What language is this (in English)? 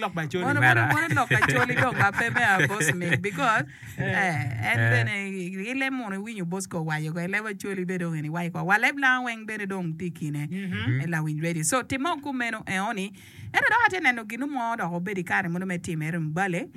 Acoli